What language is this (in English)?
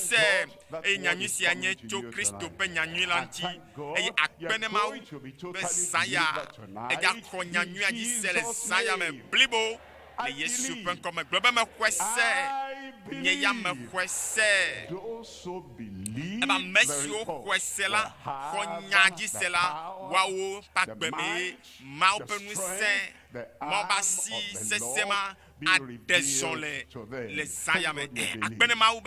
Ewe